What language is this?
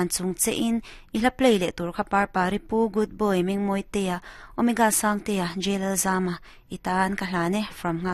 Mizo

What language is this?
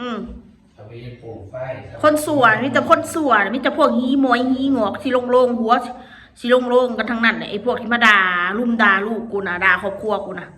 Northeastern Thai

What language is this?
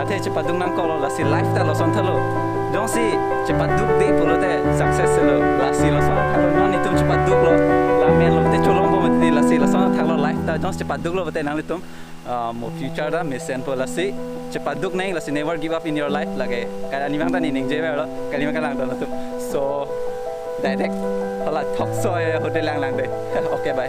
Karbi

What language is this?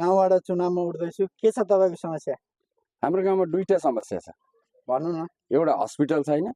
Nepali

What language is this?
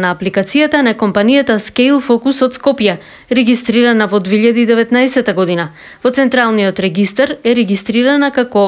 Macedonian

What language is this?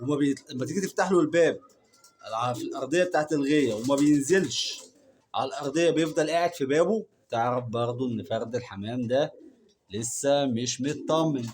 Egyptian Arabic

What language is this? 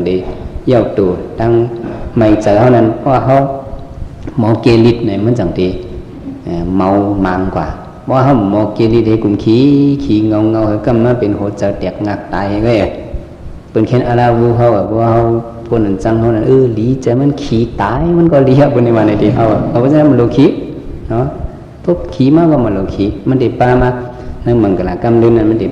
Shan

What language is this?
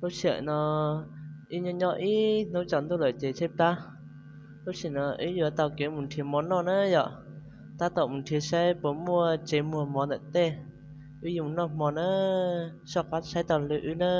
Hmong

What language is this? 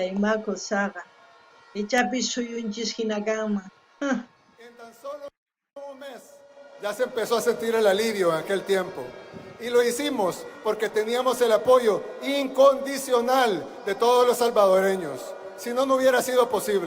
South Bolivian Quechua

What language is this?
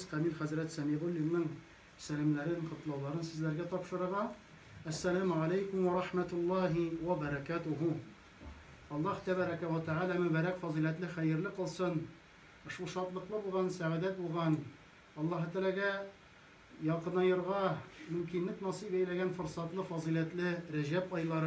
Tatar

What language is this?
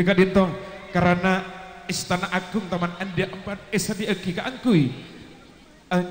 Madurese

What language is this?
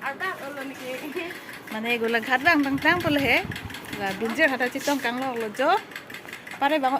Karbi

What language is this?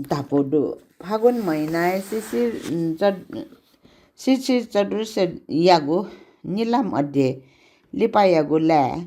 Newari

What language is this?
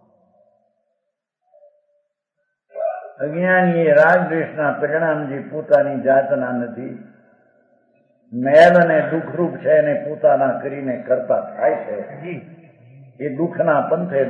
Gujarati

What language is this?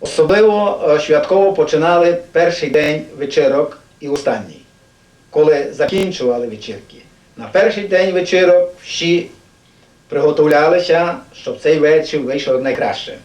Rusyn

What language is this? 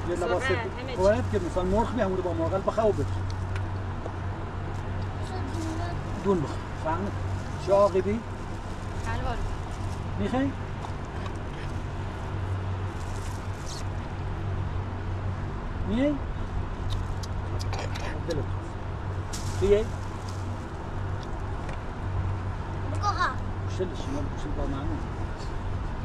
Persian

